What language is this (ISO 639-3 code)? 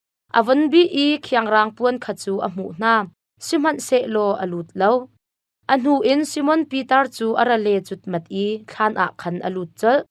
cnh